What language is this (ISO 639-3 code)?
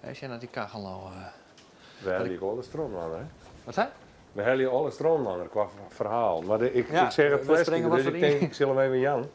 fry